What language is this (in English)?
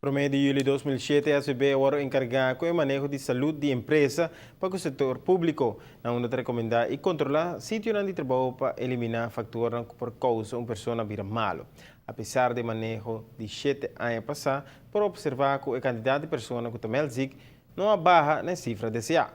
Papiamento